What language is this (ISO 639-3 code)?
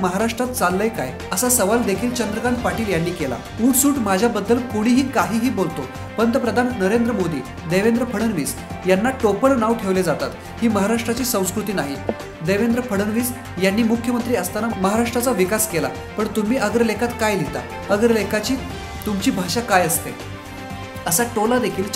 mar